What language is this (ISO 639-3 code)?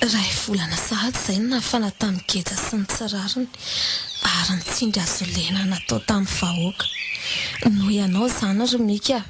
mlg